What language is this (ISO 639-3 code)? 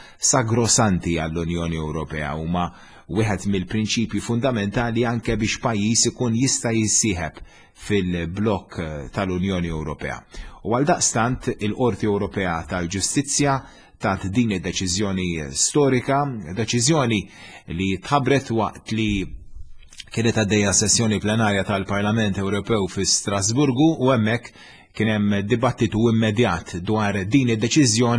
mlt